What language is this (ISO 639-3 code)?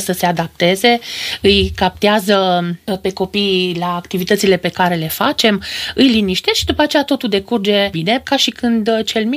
ron